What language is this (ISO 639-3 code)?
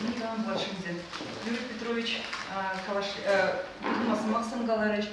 chv